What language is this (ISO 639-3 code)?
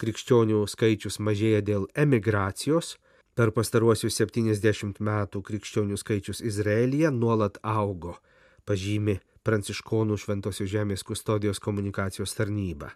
lit